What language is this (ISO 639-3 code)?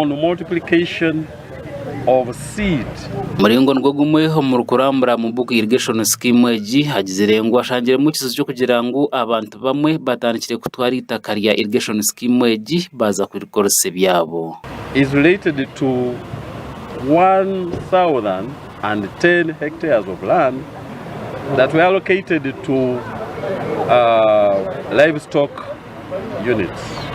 nyn